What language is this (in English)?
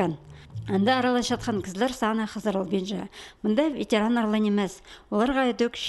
Khakas